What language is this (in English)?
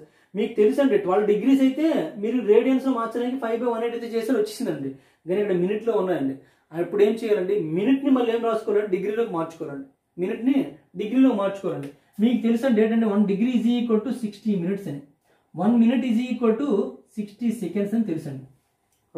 Telugu